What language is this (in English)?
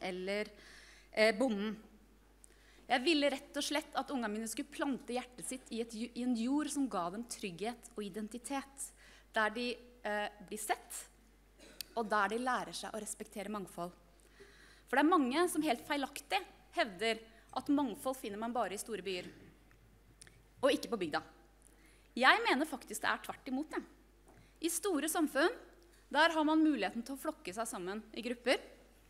Norwegian